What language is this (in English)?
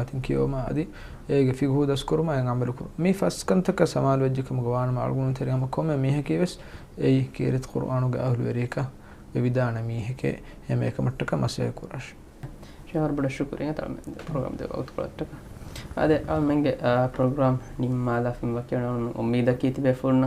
Divehi